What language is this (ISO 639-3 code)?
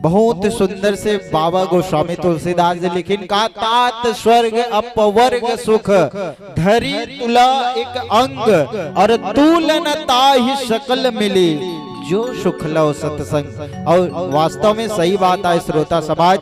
hne